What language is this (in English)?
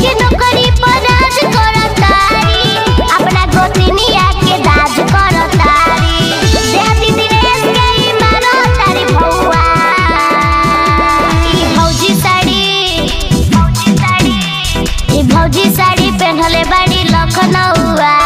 Bhojpuri